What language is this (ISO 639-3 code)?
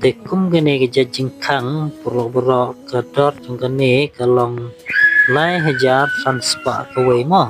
kha